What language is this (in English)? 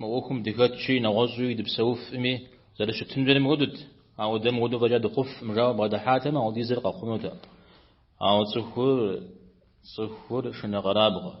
Kabardian